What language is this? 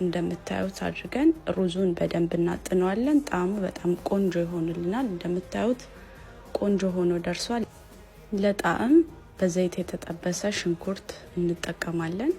Amharic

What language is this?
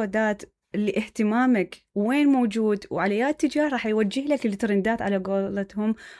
Mesopotamian Arabic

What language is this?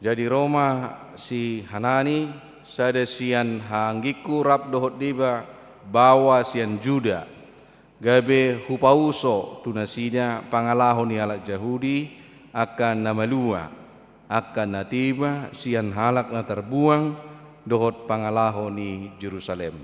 Batak Toba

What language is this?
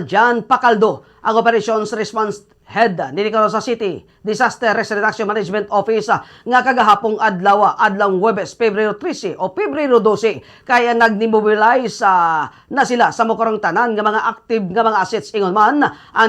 Cebuano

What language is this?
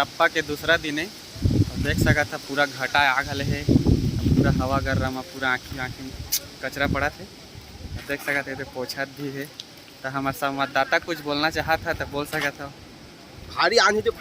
Chhattisgarhi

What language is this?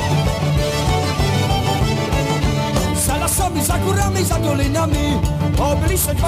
Czech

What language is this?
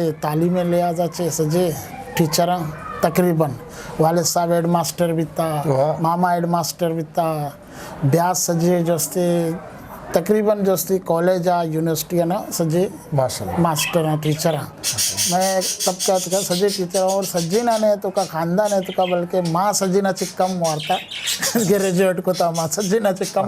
Eastern Balochi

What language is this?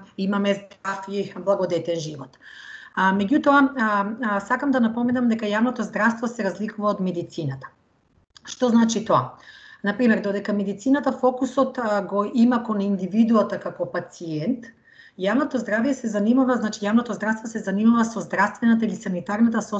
Macedonian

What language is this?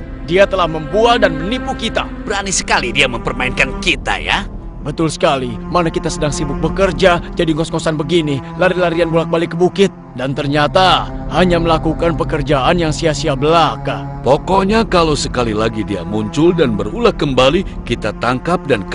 Indonesian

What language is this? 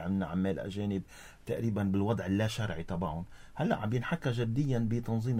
North Levantine Arabic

